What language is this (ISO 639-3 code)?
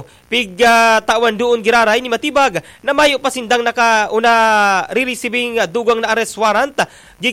bik